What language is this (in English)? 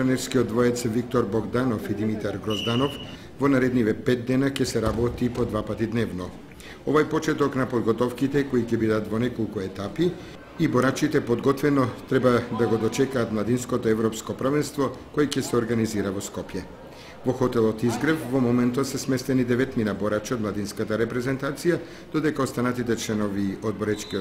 Macedonian